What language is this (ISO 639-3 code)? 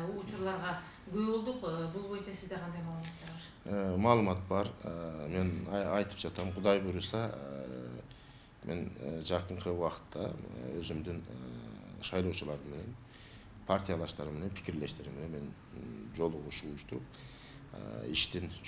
kir